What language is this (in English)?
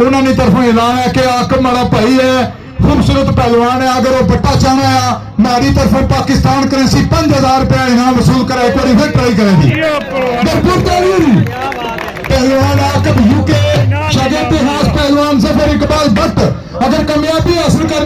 Pahari-Potwari